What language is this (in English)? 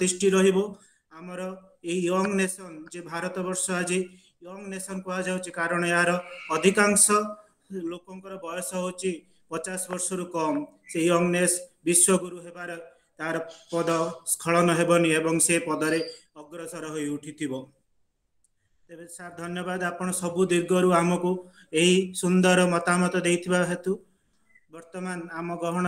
Odia